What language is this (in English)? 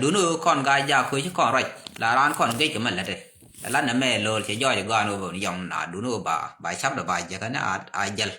Nuer